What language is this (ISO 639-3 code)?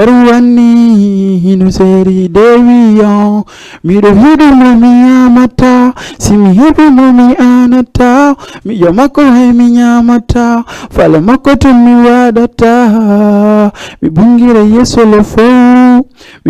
ful